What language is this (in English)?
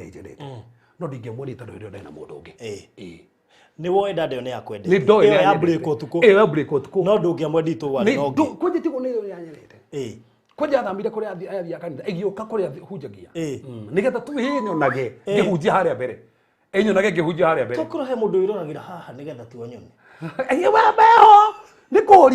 Kikuyu